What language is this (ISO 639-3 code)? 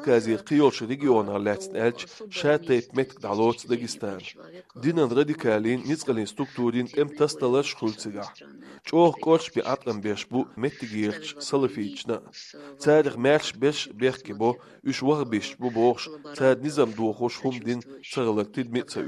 che